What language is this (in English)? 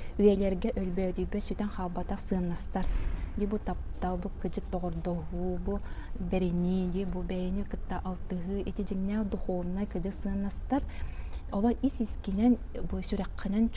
Yakut